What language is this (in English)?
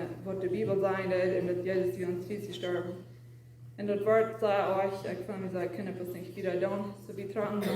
Plautdietsch